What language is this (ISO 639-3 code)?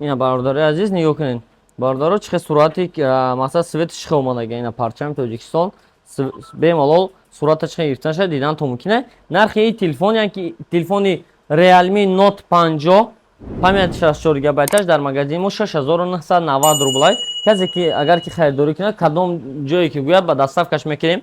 tgk